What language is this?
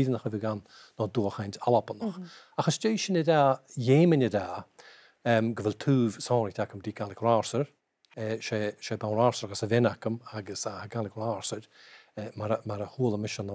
Scottish Gaelic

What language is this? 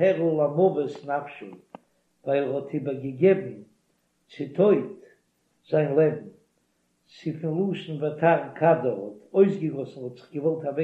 Yiddish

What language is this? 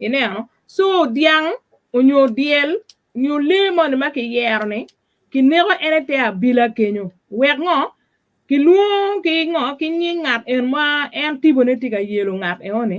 Acoli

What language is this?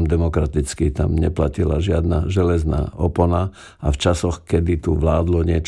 Slovak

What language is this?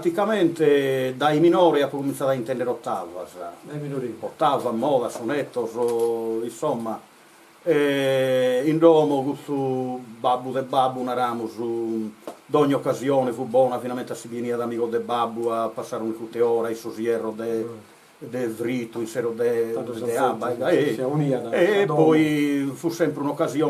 Sardinian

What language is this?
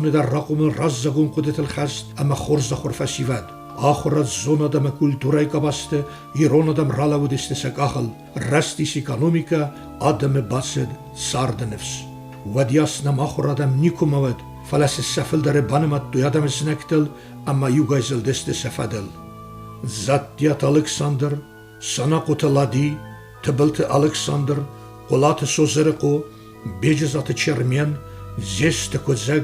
Ossetic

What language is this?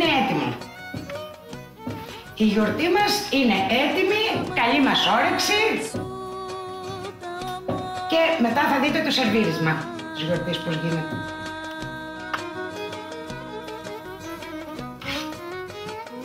Greek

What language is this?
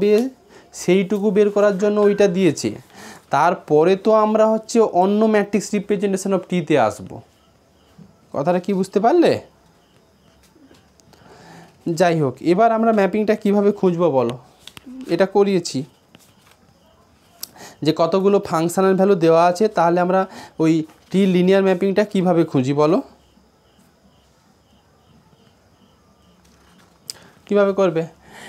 Bangla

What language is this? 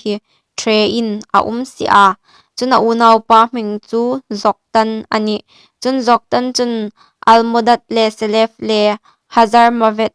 Hmar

